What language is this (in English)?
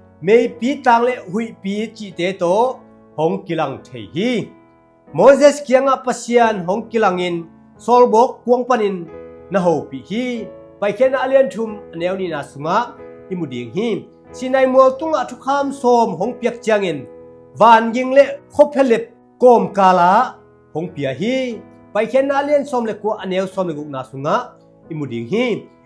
Tedim Chin